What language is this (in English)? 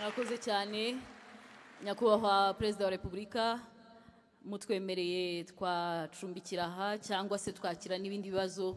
Kinyarwanda